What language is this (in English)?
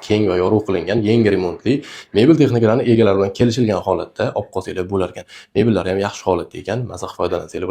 Uzbek